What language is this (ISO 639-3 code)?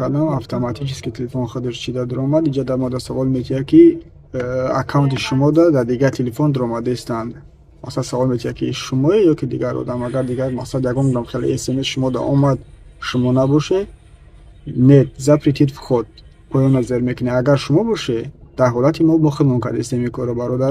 tgk